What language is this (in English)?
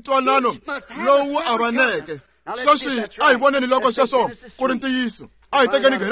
Tsonga